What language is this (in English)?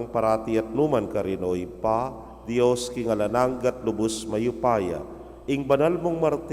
Pampanga